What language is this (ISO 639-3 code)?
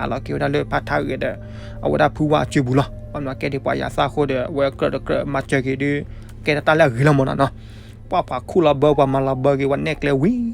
ksw